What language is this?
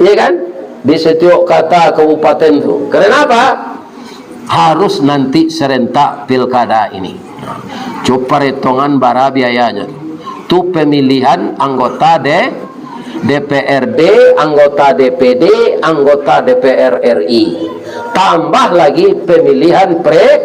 Minangkabau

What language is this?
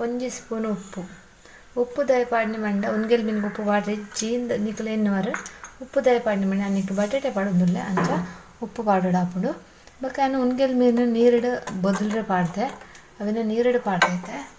Tulu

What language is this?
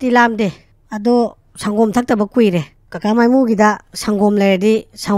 Manipuri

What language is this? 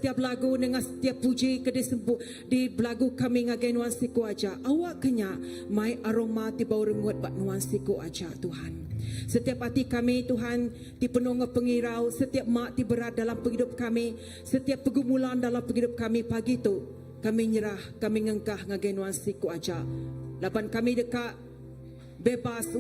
Iban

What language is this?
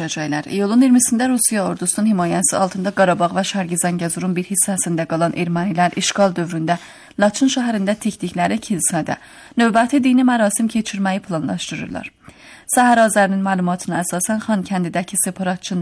Azerbaijani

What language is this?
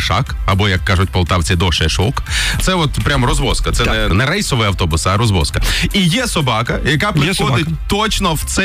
Ukrainian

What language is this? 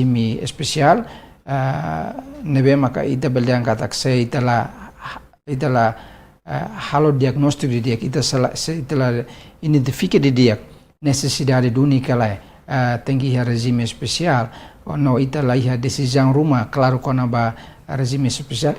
Tetum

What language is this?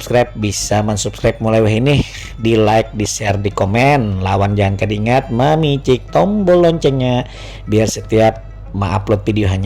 Banjar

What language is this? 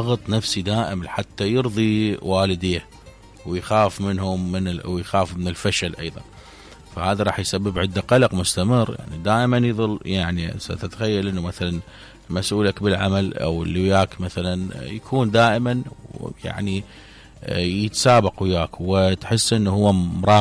Mesopotamian Arabic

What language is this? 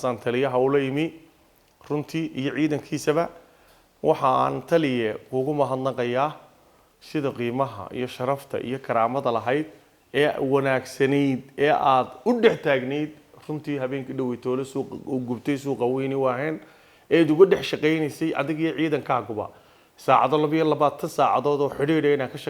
Somali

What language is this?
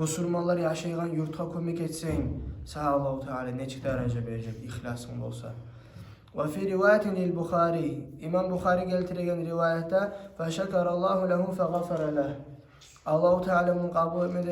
Kumyk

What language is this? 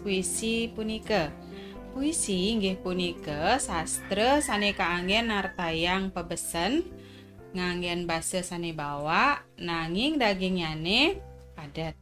Balinese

